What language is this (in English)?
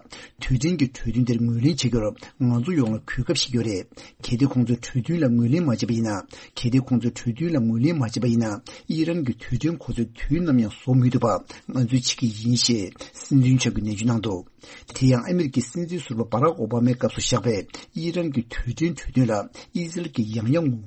Tibetan